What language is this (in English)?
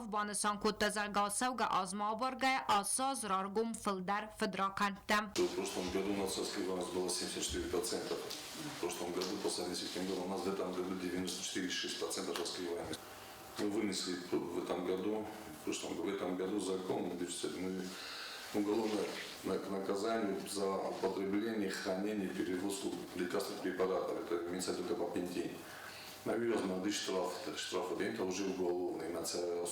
Ossetic